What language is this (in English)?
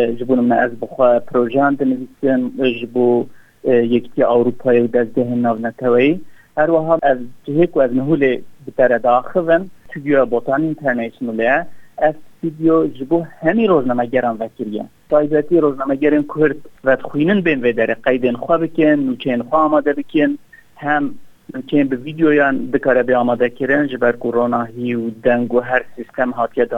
Kurdish